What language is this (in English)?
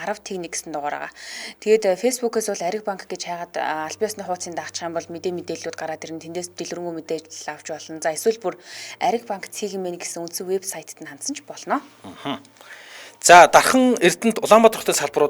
Mongolian